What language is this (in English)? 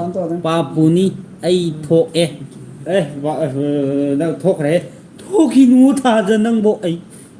Manipuri